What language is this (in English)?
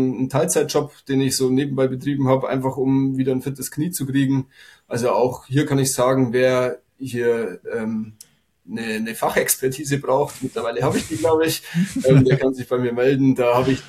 German